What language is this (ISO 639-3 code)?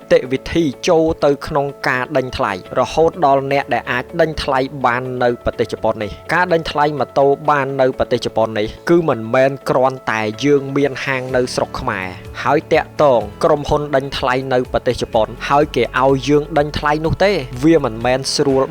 khm